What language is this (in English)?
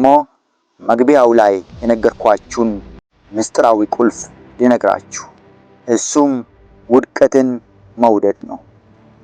Amharic